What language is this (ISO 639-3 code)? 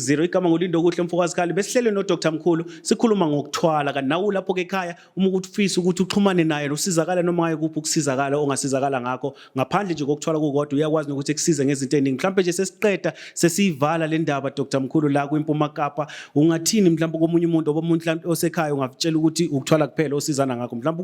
zul